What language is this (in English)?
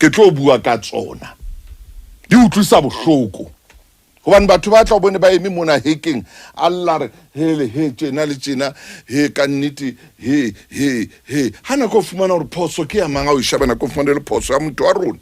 Southern Sotho